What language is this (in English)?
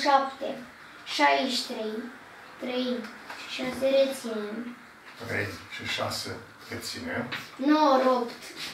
Romanian